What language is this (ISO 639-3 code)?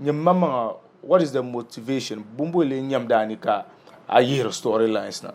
dag